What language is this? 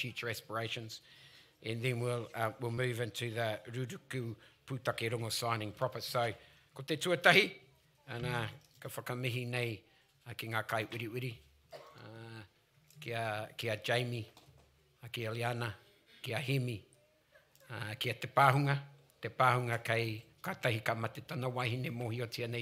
Māori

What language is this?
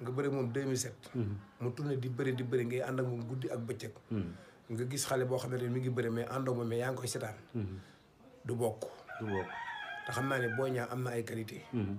Wolof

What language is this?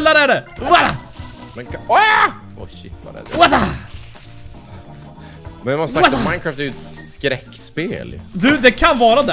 Swedish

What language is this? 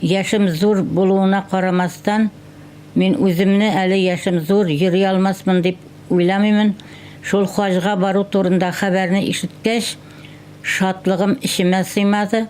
Tatar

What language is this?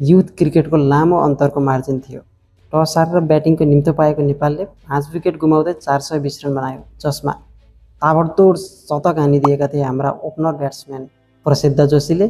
Nepali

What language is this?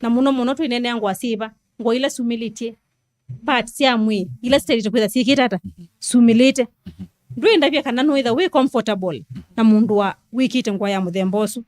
Kamba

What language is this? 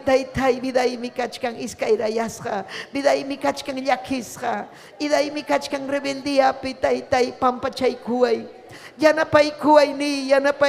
Ayacucho Quechua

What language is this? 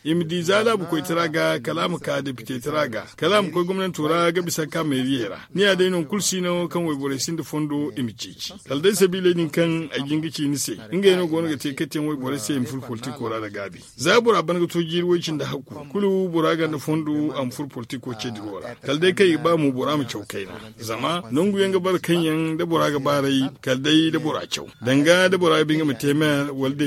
Zarma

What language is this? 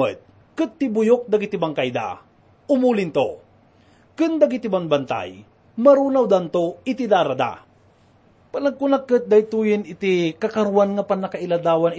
Iloko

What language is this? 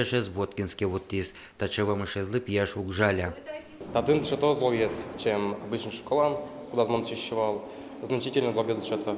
Udmurt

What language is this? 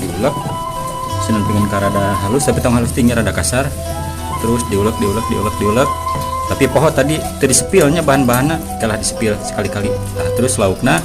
Sundanese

